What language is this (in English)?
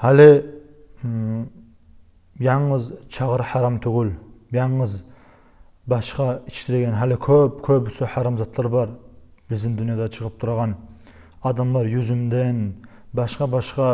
Kumyk